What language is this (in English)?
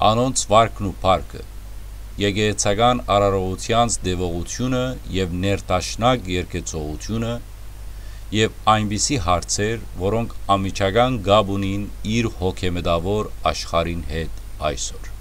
Western Armenian